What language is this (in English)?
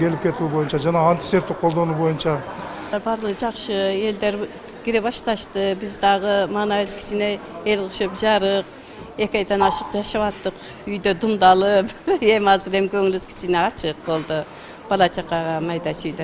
Kyrgyz